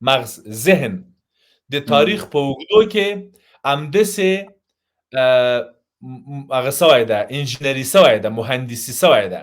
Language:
Pashto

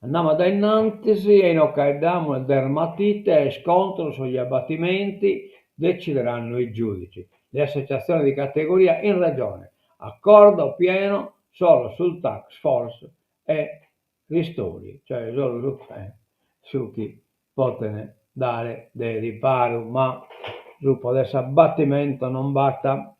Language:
Sardinian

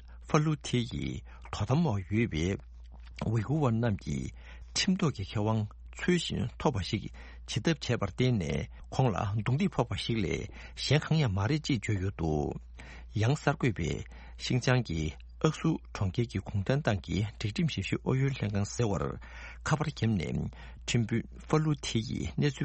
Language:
Tibetan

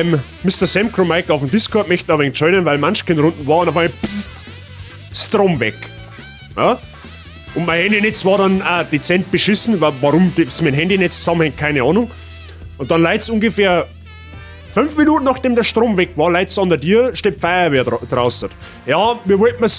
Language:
Bavarian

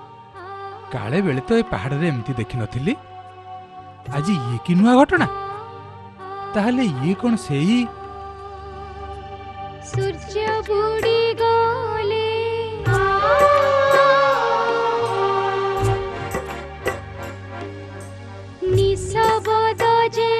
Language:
Odia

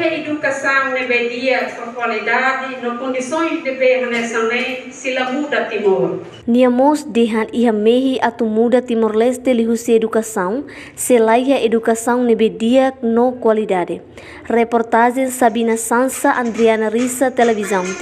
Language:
Tetum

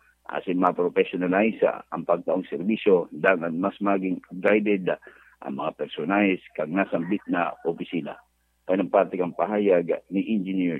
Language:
Bikol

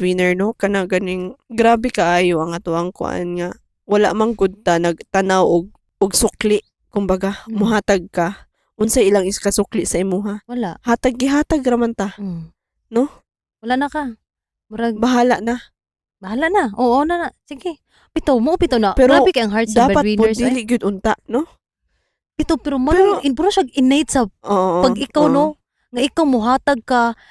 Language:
Cebuano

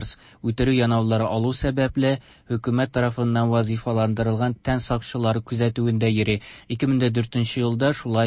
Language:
Tatar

